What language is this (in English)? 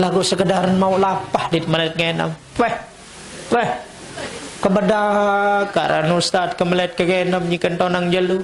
Sasak